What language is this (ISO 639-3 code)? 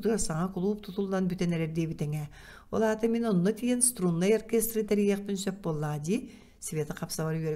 sah